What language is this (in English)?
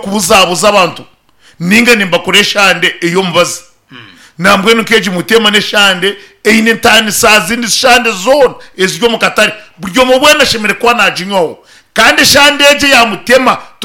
Nyankole